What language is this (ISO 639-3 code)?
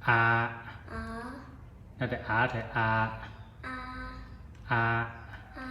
zha